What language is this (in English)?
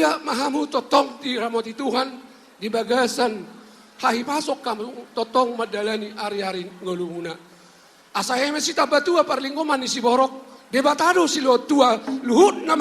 Batak Toba